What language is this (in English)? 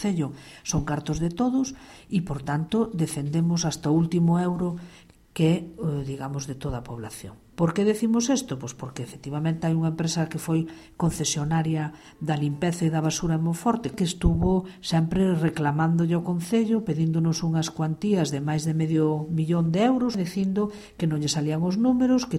Galician